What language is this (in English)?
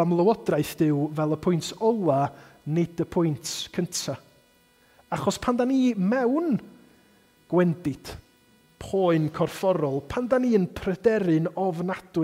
Welsh